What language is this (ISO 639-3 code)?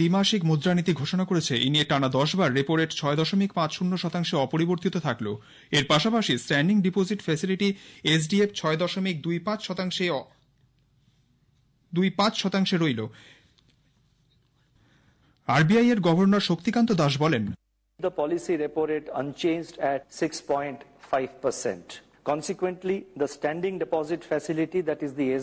ben